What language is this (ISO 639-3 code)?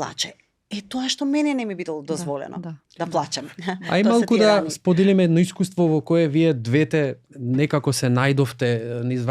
mkd